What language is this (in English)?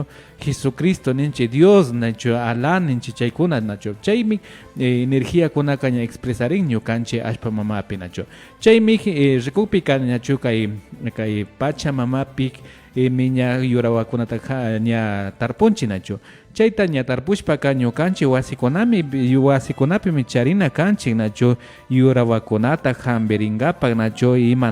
Imbabura Highland Quichua